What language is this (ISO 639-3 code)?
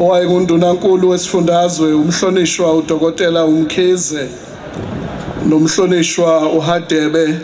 zul